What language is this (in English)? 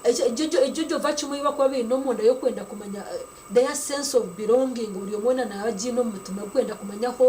Nyankole